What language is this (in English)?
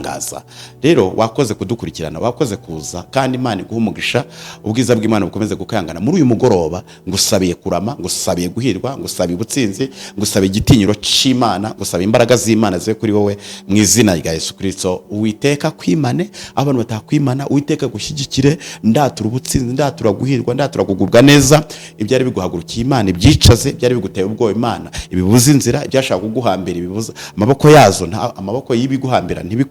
Kinyarwanda